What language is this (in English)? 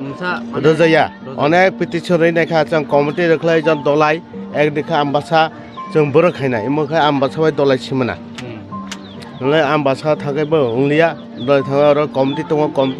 Kok Borok